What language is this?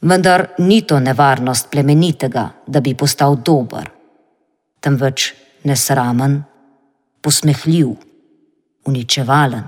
Slovenian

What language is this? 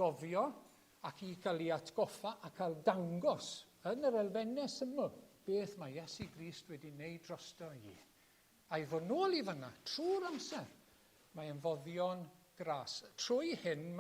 Welsh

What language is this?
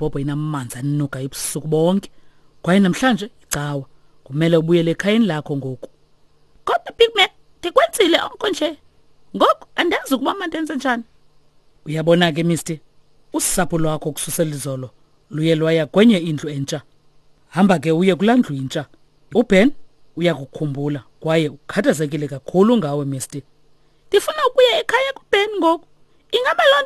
Xhosa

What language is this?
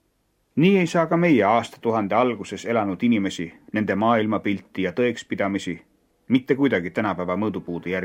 Estonian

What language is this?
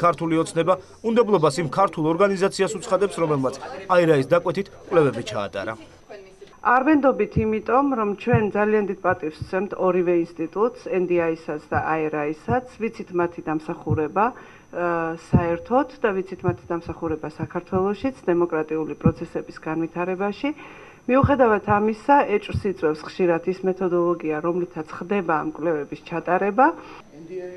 Georgian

